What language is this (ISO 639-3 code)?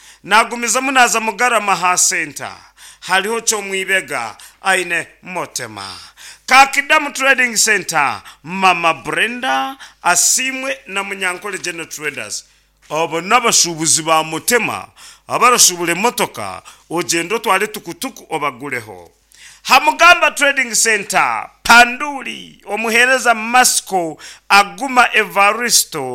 nyn